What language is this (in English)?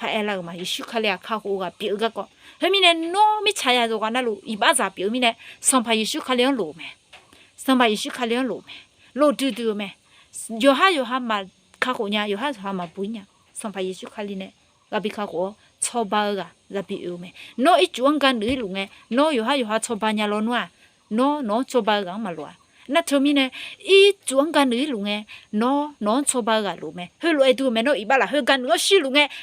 Akha